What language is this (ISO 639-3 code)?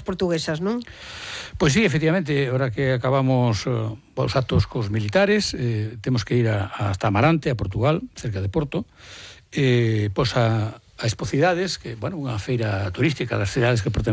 glg